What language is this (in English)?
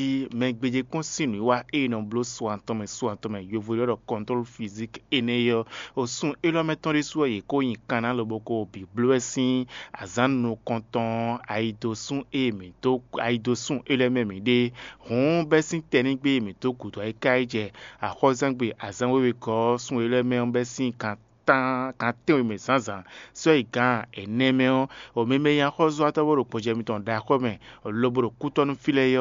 Fon